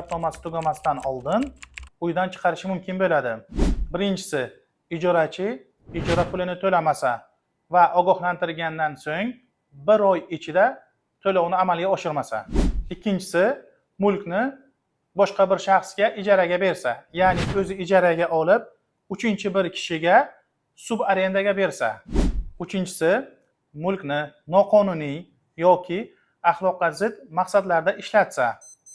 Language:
Uzbek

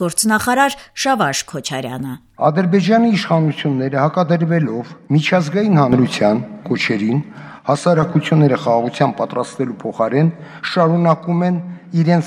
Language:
Armenian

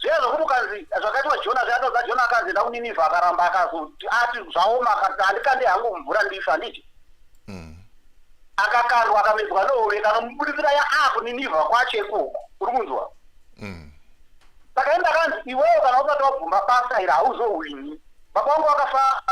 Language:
Shona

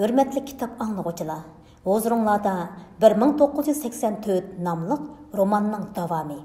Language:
Uyghur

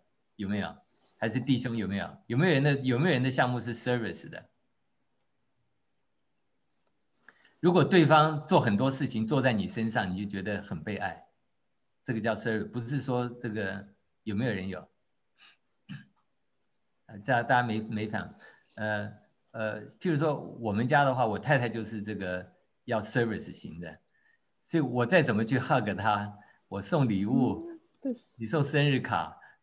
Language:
Chinese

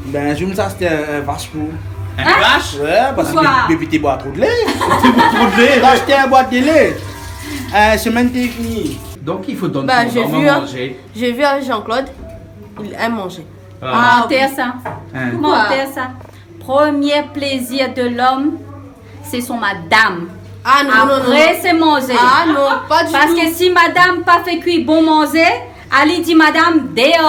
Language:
Réunion Creole French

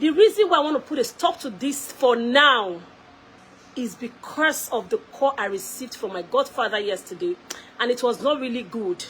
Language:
Nigerian Pidgin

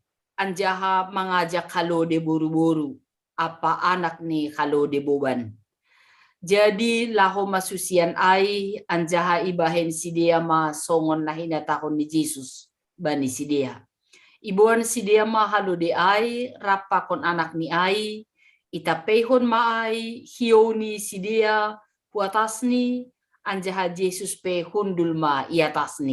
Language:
Batak Simalungun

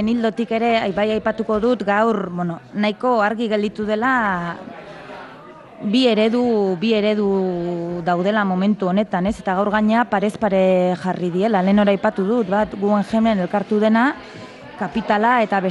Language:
Basque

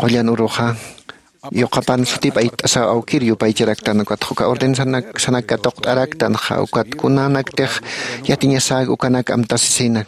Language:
Aymara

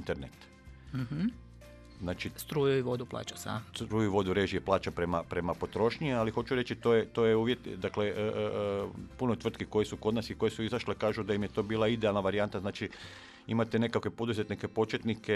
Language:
Croatian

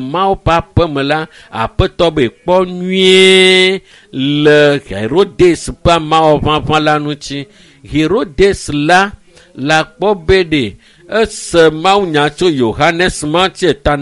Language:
Ewe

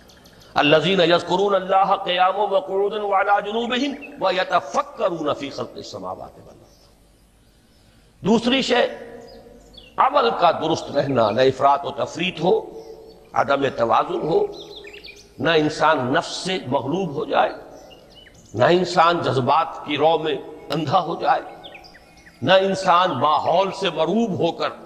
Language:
Urdu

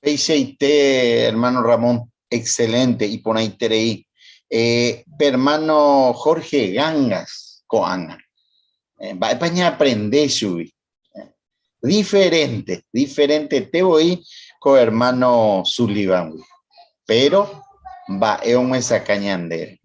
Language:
Guarani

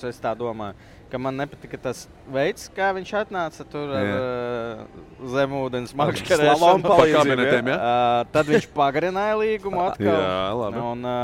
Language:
Latvian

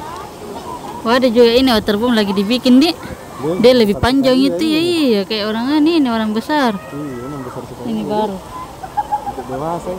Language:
Indonesian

